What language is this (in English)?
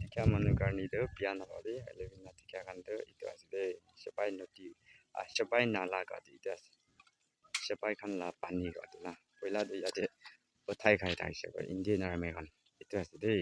Naga Pidgin